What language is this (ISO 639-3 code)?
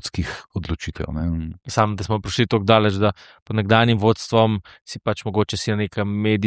slv